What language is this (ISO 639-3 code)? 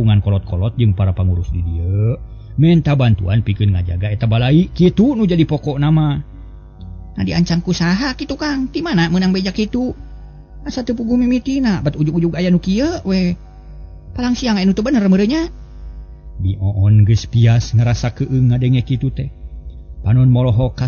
sun